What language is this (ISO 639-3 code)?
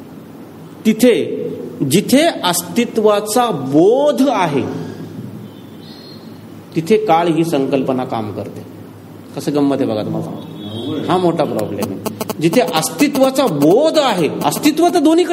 mar